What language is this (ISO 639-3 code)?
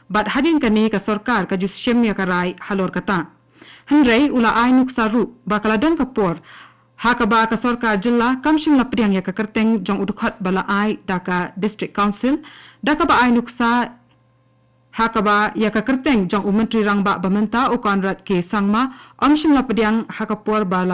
kha